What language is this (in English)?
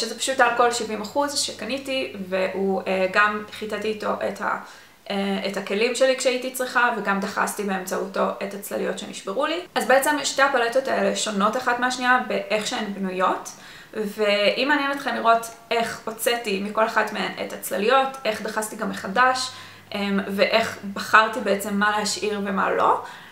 Hebrew